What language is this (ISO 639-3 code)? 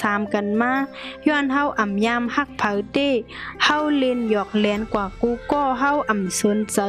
shn